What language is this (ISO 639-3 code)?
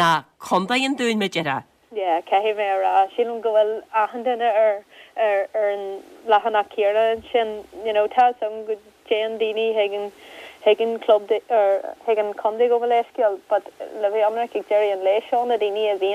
gle